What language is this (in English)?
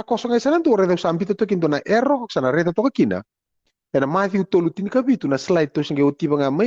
Fijian